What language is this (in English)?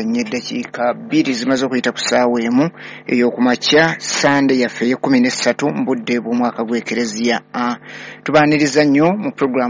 Ganda